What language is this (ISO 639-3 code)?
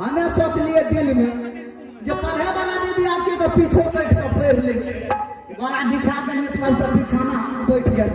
mai